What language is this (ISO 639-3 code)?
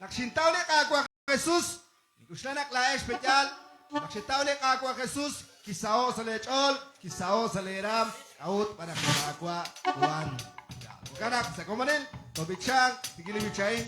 kek